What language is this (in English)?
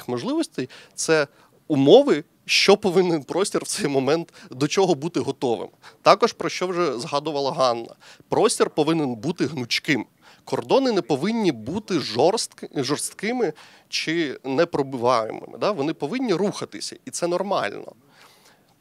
Ukrainian